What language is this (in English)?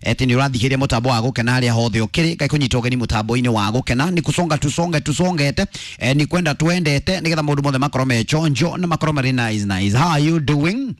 Kikuyu